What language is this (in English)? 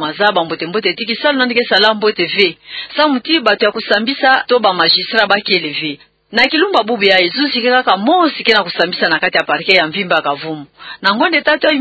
Kituba (Democratic Republic of Congo)